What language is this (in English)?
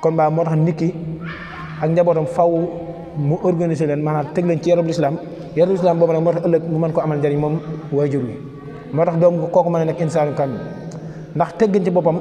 Wolof